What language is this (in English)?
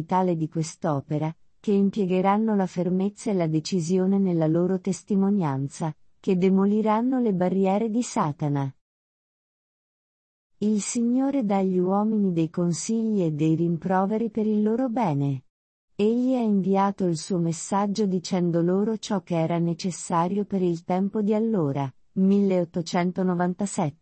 Italian